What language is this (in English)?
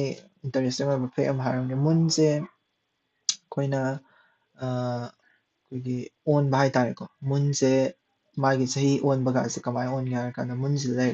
Manipuri